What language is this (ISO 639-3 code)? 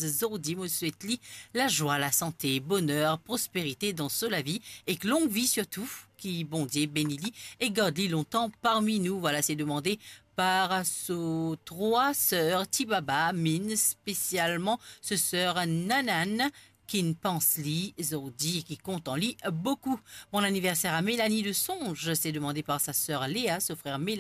mfe